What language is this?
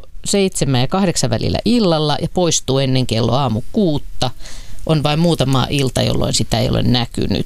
Finnish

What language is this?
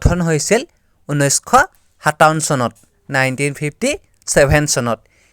Assamese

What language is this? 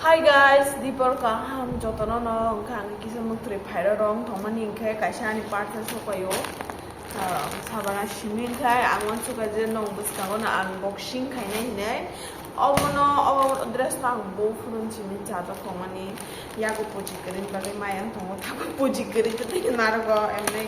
Kok Borok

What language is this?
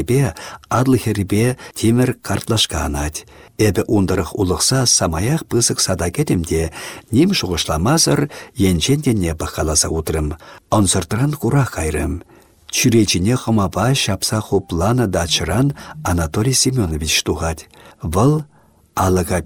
Chuvash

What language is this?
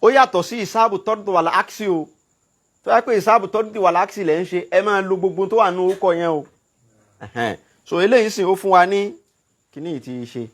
Yoruba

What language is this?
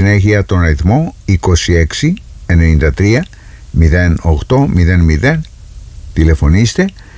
Greek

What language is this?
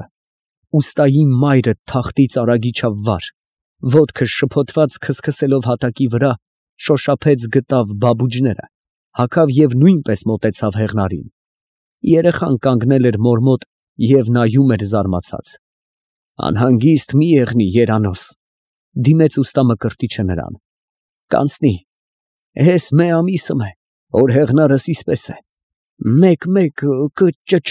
Armenian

